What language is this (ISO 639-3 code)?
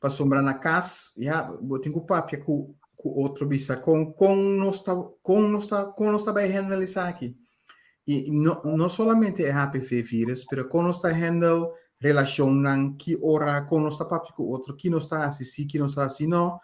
pap